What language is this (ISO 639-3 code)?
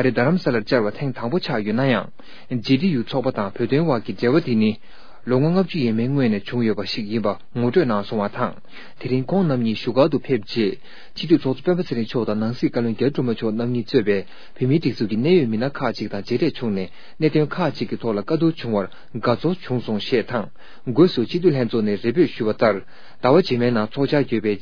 bod